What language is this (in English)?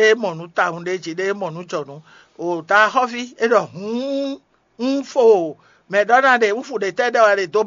Fon